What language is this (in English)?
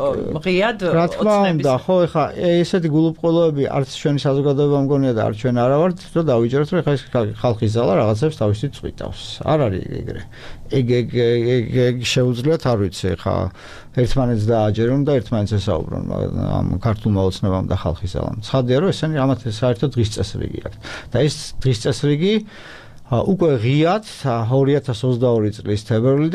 Georgian